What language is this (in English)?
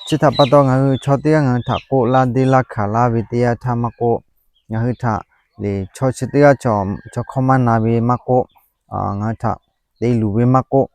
Lahu